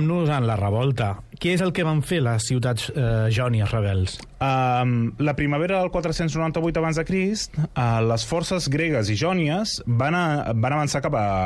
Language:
Catalan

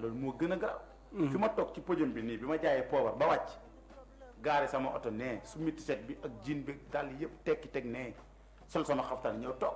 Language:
Wolof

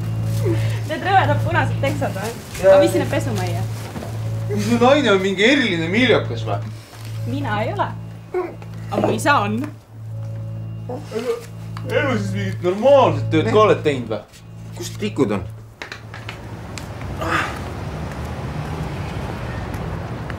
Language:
Estonian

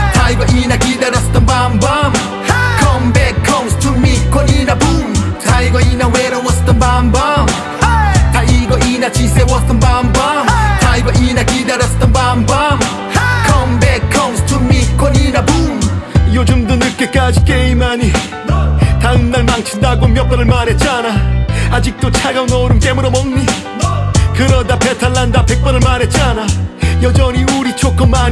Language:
Korean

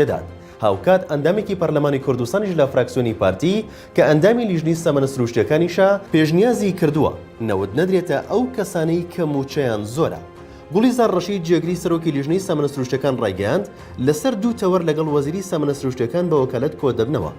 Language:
Central Kurdish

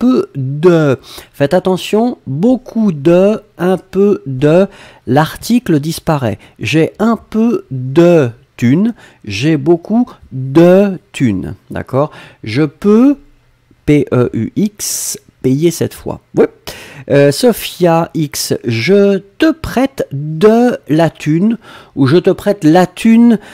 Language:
French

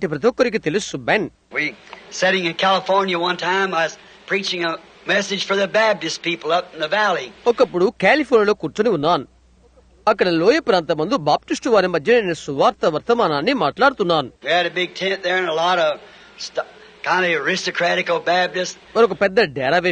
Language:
Telugu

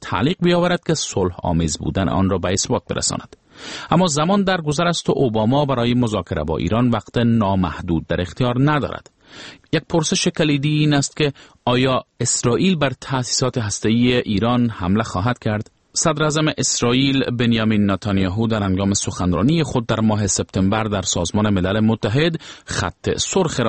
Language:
Persian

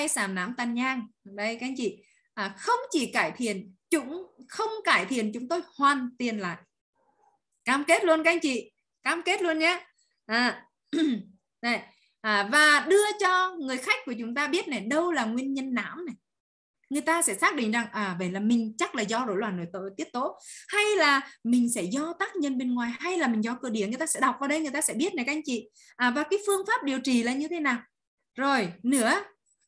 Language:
Vietnamese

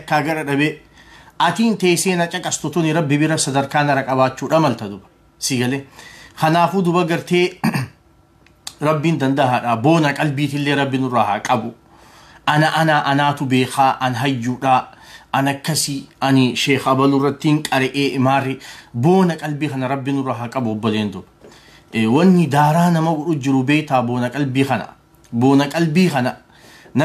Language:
Oromo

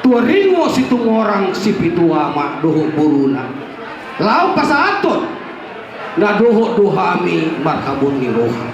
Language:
Batak Toba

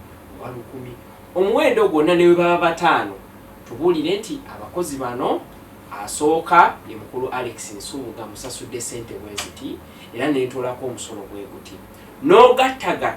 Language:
Ganda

